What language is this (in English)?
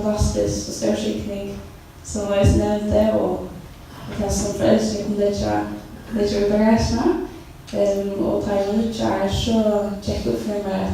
Faroese